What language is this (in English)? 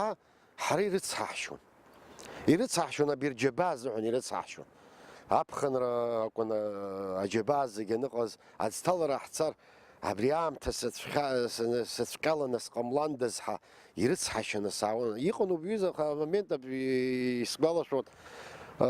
Abkhazian